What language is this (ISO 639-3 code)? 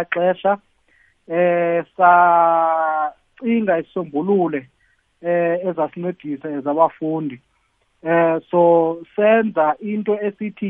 nbl